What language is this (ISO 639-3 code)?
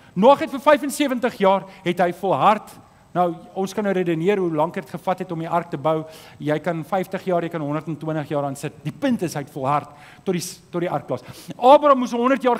afr